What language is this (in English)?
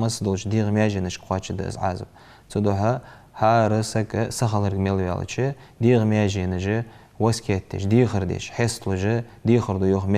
Ingush